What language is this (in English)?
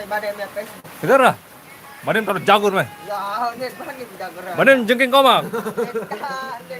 Sasak